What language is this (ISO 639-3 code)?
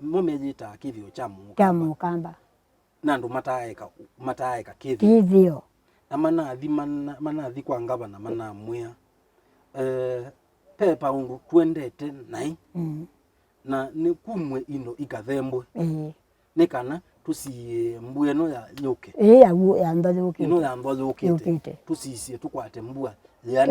kam